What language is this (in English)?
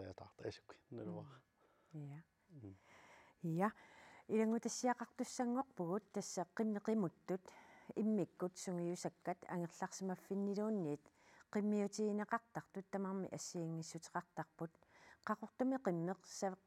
Kalaallisut